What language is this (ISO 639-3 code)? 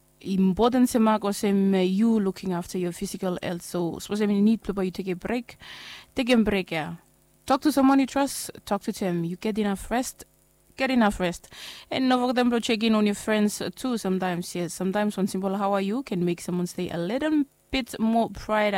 bis